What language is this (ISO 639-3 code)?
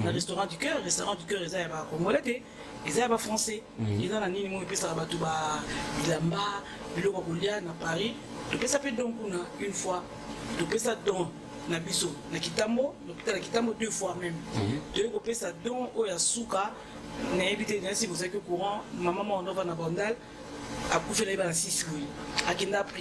lin